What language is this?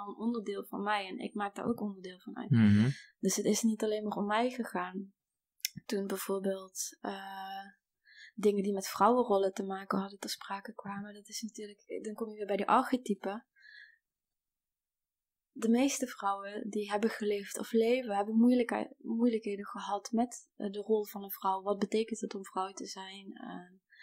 Dutch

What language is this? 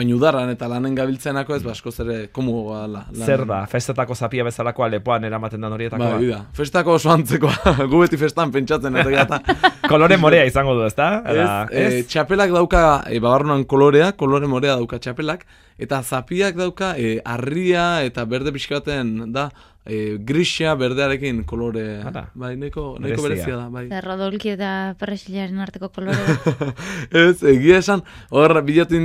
Basque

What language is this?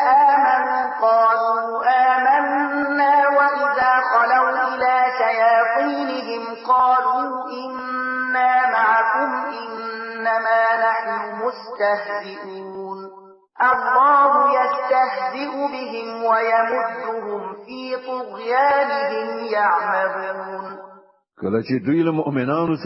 Pashto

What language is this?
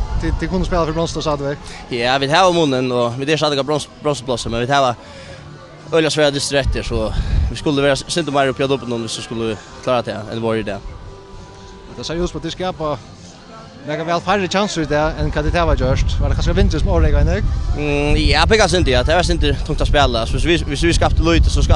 Faroese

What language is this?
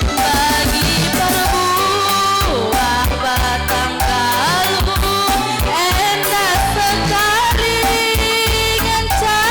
Batak Karo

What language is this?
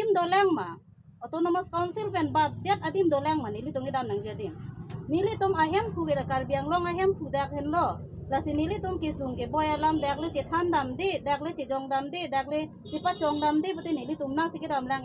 Karbi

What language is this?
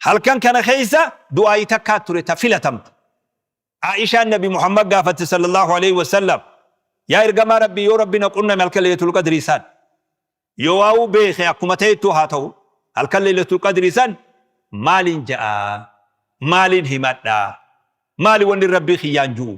Oromo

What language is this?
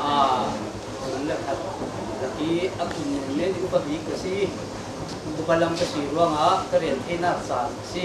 Falam Chin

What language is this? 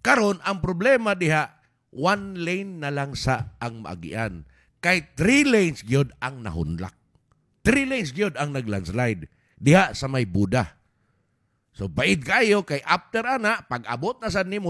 Cebuano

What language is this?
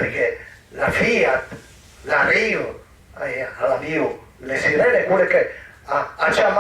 Piedmontese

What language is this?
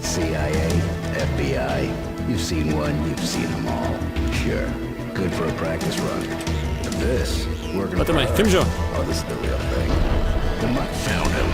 Bavarian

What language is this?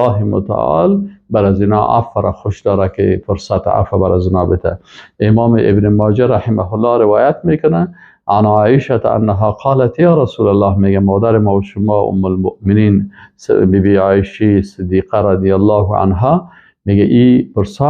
Persian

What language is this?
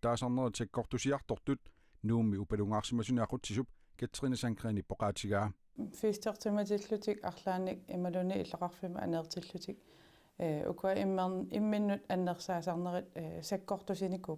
Kalaallisut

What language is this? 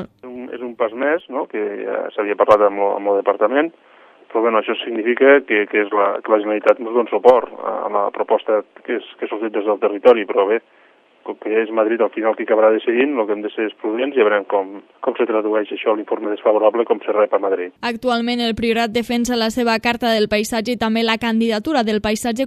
Catalan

